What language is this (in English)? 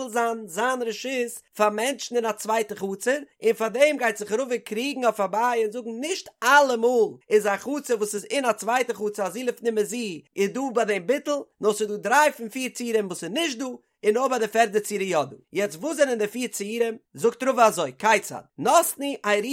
Yiddish